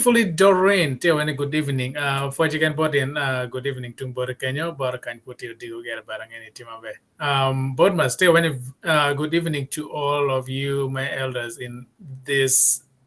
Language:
Acoli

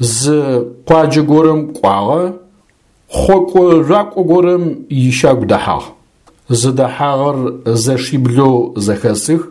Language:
Adyghe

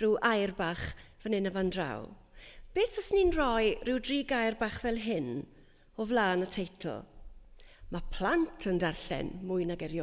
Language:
Welsh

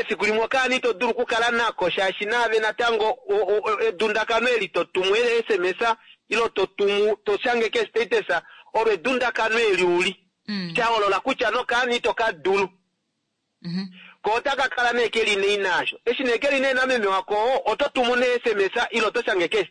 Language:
Kuanyama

